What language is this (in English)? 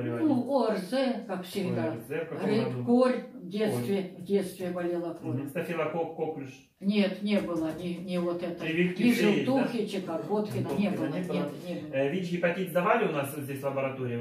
Russian